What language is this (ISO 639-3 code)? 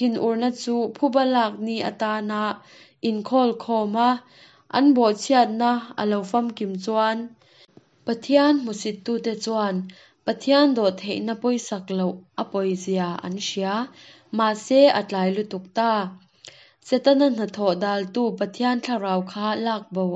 lus